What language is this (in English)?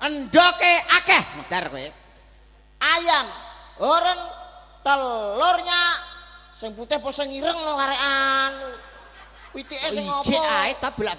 Javanese